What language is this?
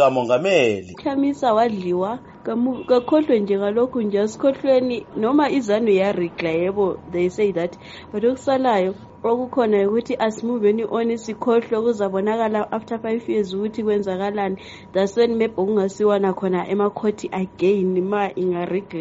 North Ndebele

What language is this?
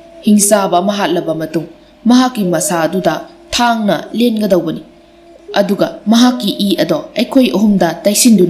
Manipuri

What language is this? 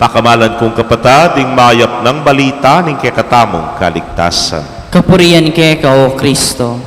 Pampanga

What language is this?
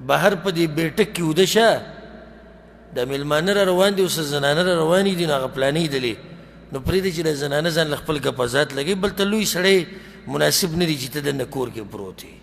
Pashto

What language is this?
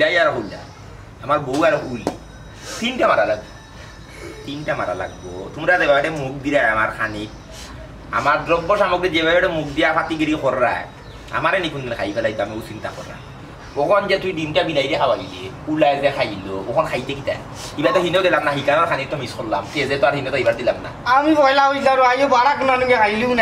Sylheti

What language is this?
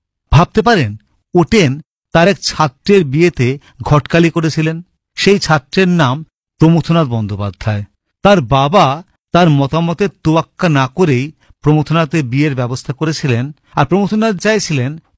Bangla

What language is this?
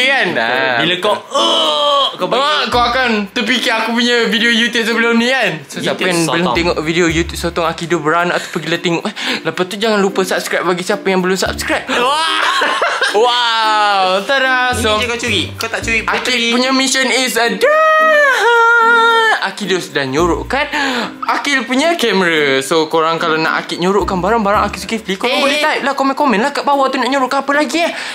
Malay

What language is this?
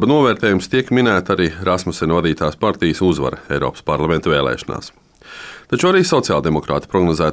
Latvian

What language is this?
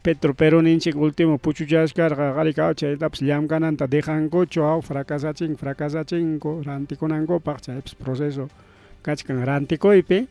Ayacucho Quechua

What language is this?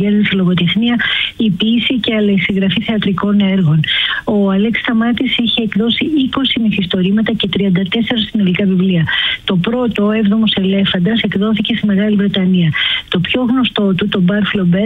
Greek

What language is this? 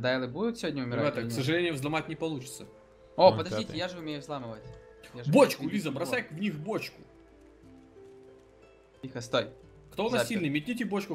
Russian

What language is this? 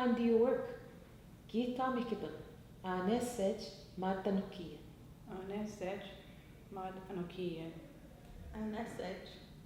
Ojibwa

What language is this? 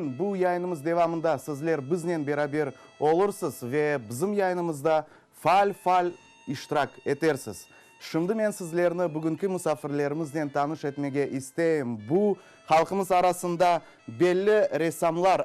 Crimean Tatar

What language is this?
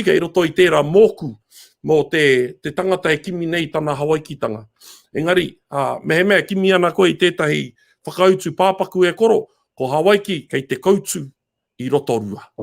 Māori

